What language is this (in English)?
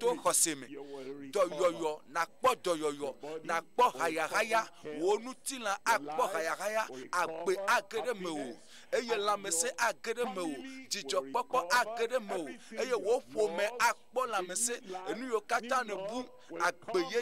Ewe